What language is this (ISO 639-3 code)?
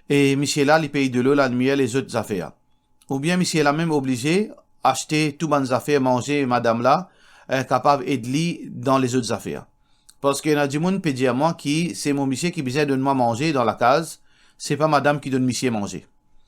mfe